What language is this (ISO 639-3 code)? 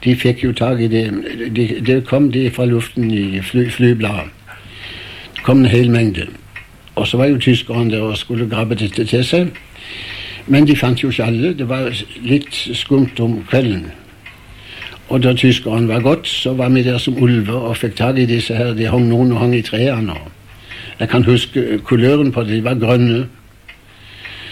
nor